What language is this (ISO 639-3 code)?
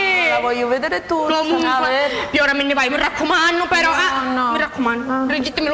scn